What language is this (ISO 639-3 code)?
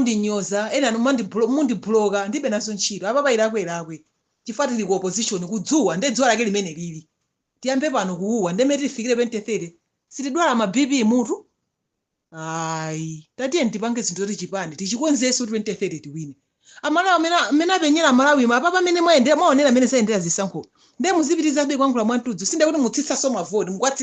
nya